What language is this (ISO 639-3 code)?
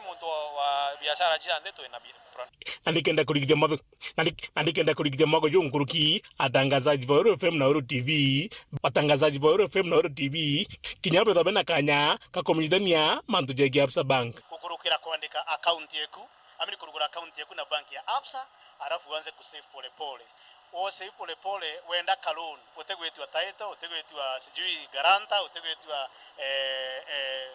mer